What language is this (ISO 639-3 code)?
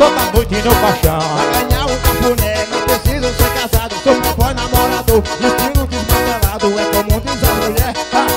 por